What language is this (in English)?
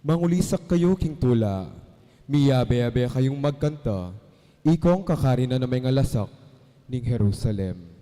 Pampanga